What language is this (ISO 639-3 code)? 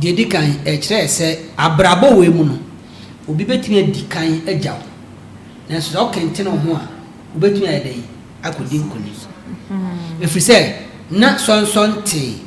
aka